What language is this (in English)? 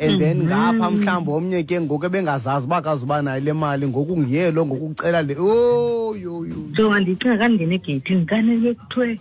Xhosa